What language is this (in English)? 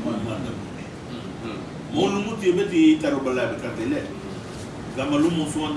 Garifuna